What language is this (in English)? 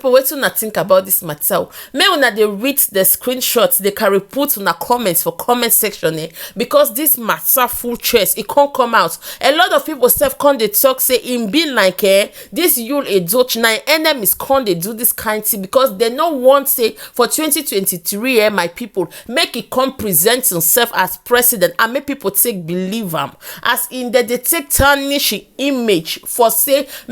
Nigerian Pidgin